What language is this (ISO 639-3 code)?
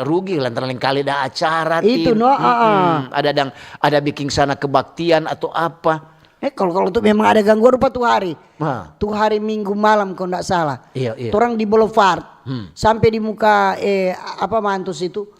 xmm